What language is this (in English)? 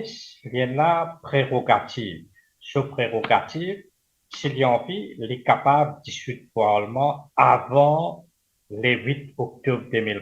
Morisyen